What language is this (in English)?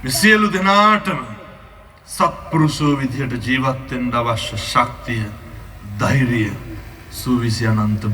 Sinhala